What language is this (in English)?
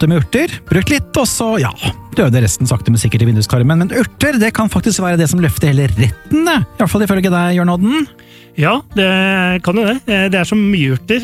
Norwegian